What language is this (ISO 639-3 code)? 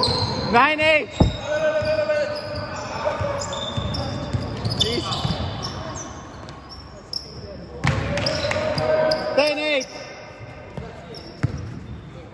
fil